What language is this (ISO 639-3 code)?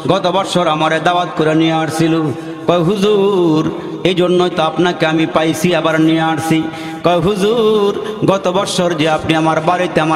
ben